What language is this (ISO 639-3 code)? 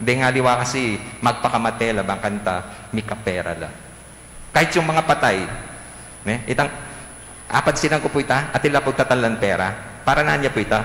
pam